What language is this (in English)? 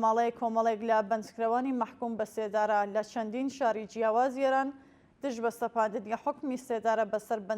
Central Kurdish